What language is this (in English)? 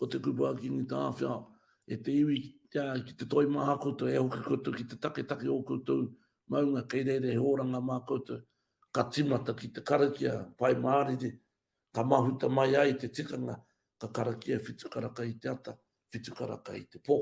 Māori